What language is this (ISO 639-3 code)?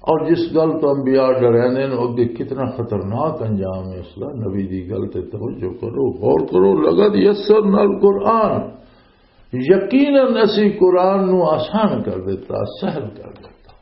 lah